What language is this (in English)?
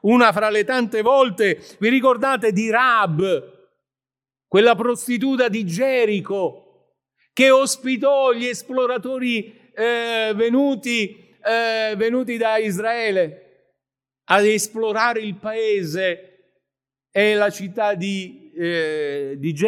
Italian